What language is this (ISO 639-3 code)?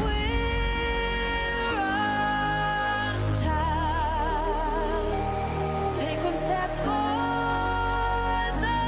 kaa